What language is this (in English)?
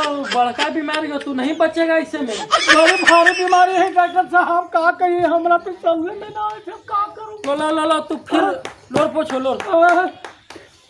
Magahi